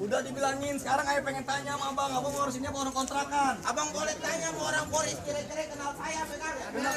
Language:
Betawi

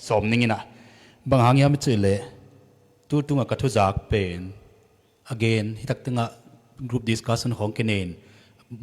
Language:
Tedim Chin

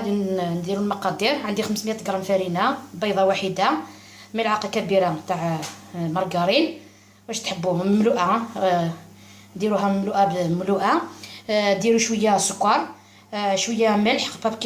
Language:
Algerian Arabic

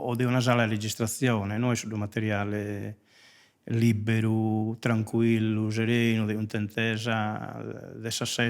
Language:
Sardinian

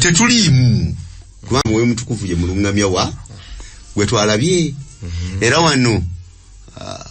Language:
Ganda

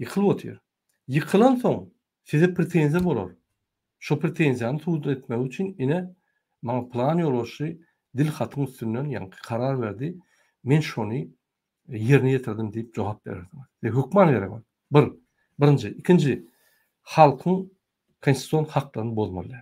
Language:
Turkmen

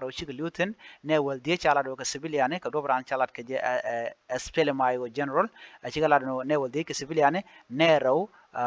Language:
Nuer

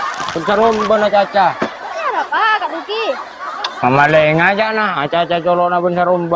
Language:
Madurese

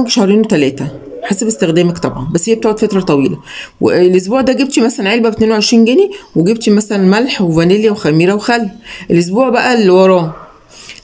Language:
Egyptian Arabic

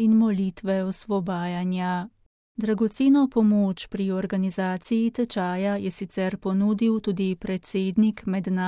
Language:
Slovenian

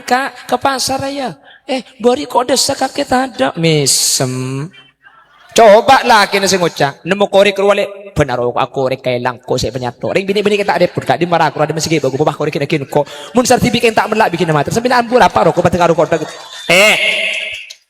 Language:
Madurese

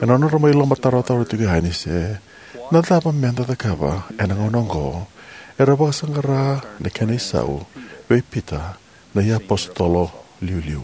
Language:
Fijian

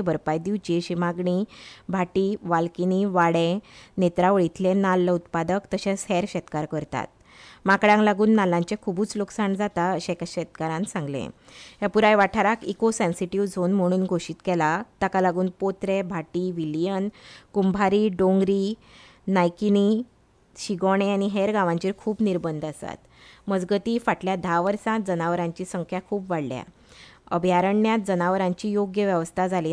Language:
Konkani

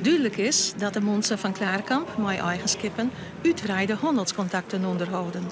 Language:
Western Frisian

